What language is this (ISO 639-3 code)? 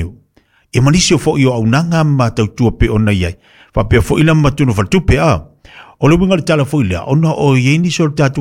smo